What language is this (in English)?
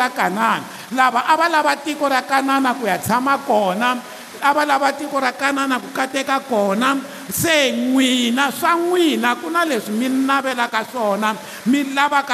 Tsonga